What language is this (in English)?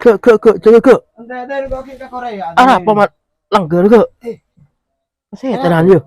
Madurese